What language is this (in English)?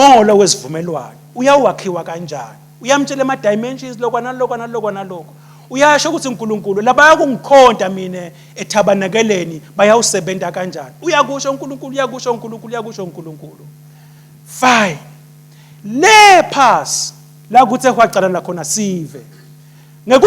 Swati